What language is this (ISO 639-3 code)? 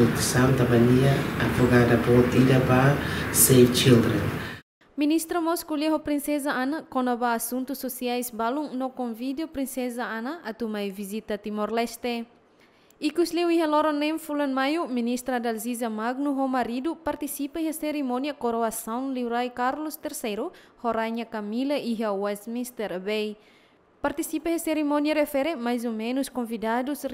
tet